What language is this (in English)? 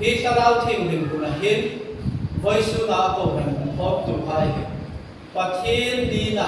Hmar